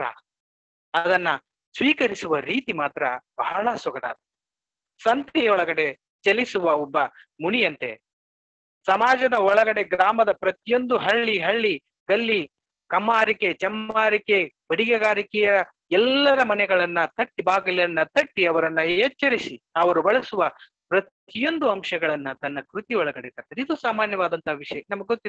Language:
Kannada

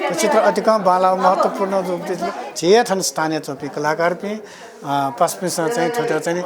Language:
Newari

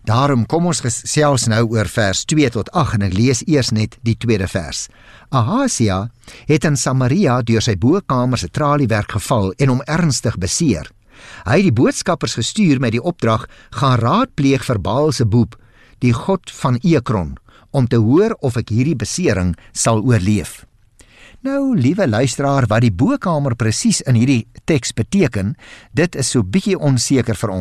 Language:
Afrikaans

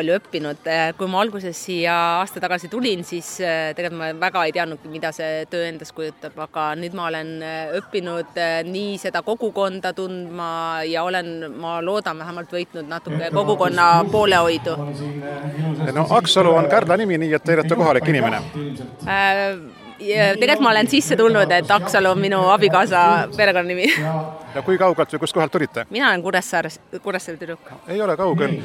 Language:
Estonian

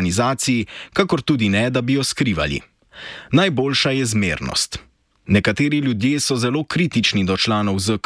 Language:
Slovenian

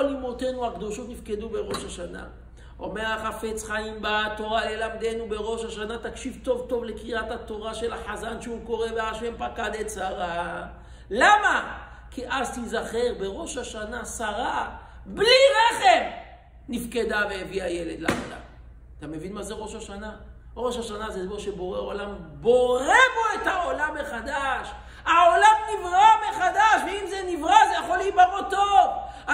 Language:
Hebrew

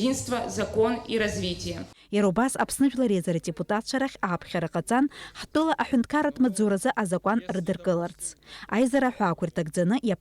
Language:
Abkhazian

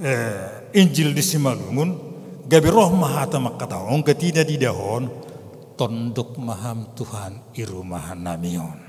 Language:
Batak Simalungun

